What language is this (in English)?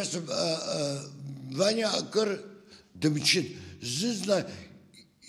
Abkhazian